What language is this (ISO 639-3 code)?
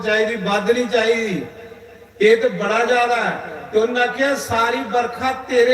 doi